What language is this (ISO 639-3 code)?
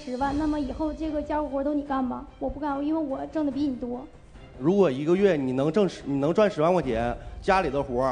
zho